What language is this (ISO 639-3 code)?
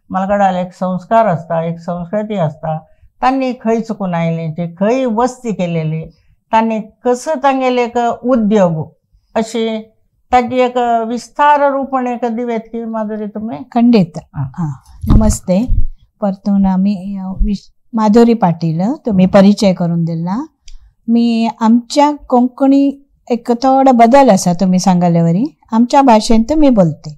kok